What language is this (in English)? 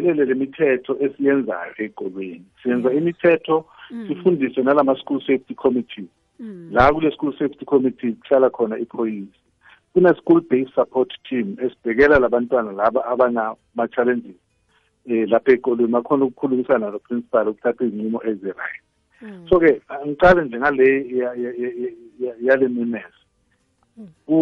South Ndebele